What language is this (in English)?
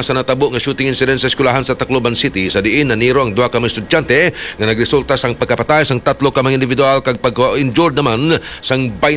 Hiligaynon